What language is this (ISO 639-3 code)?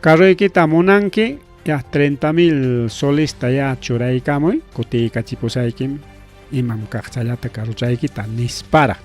quy